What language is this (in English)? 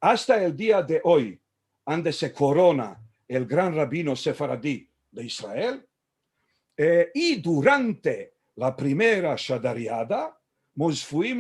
Ladino